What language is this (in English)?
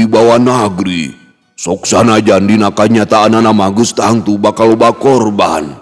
Sundanese